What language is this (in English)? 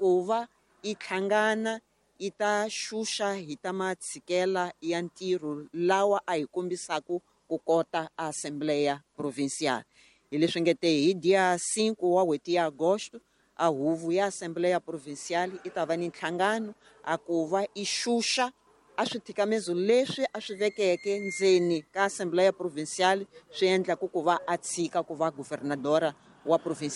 Tsonga